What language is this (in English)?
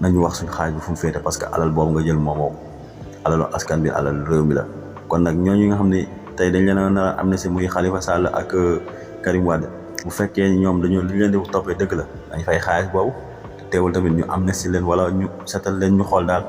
Wolof